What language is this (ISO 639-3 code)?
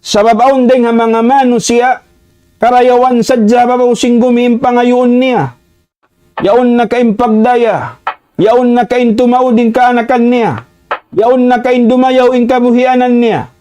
tsg